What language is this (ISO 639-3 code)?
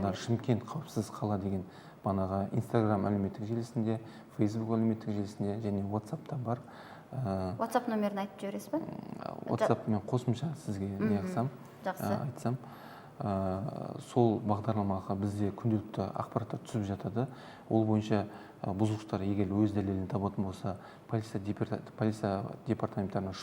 kaz